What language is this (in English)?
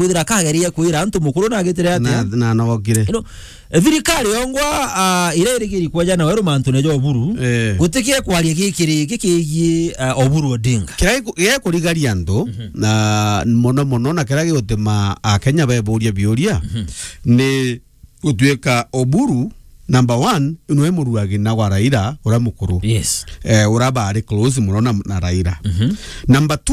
Meru